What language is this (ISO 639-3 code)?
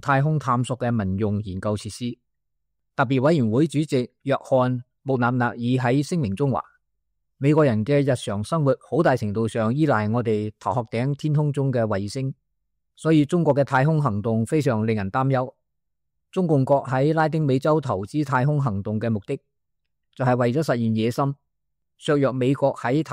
yue